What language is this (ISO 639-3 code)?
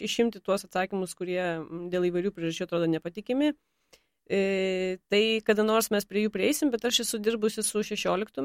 lit